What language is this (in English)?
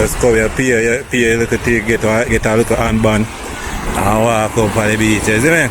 Jamaican Creole English